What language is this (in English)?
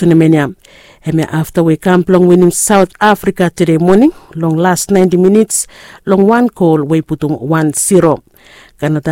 Bislama